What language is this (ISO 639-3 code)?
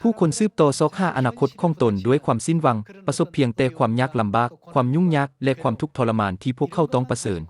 lao